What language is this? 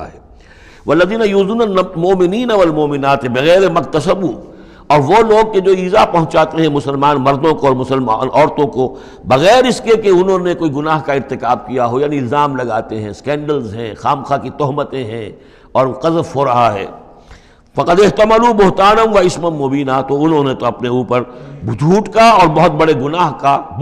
Urdu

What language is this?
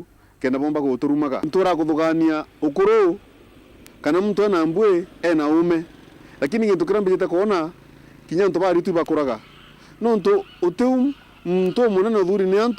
Meru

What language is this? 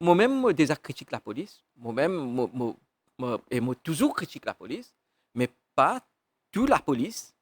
Morisyen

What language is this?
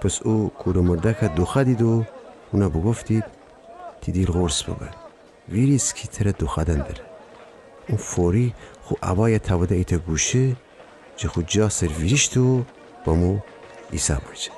Gilaki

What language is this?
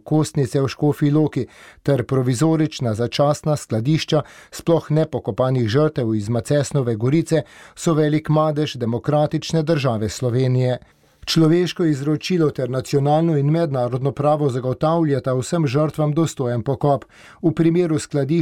Slovenian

